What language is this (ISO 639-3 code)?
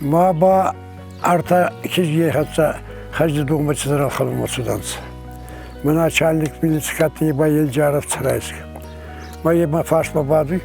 oss